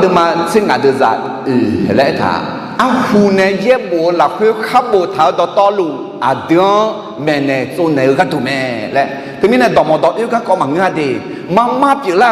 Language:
Akha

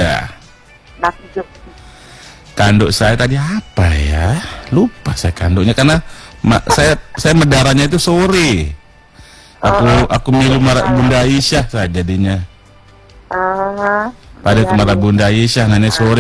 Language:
Indonesian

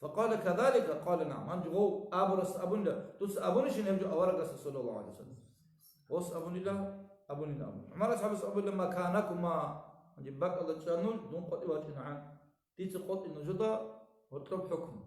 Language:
Avaric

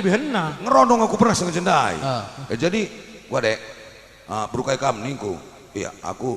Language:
Batak Karo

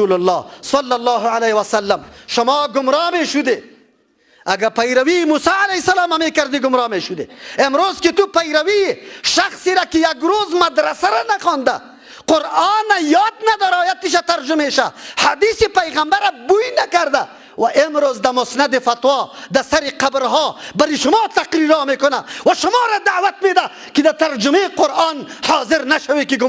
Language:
Persian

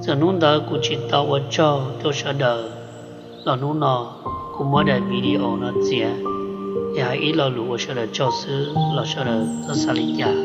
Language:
Hmong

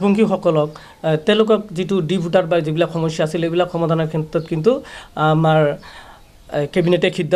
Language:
Assamese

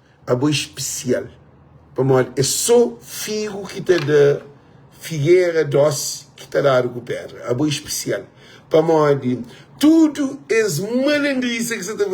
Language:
Kabuverdianu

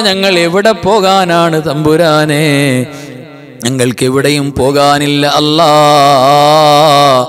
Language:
Malayalam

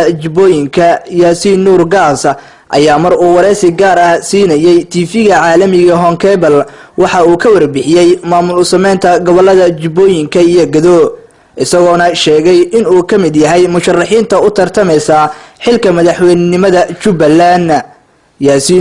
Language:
Somali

